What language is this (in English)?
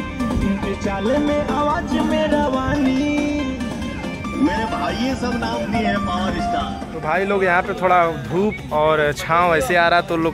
Hindi